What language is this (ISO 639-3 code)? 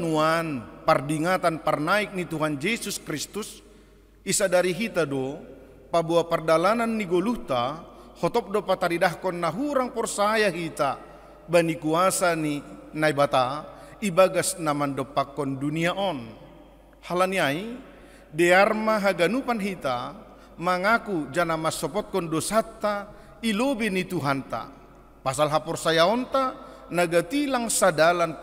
bts